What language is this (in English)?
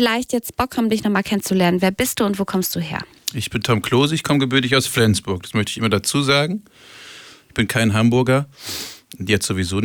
German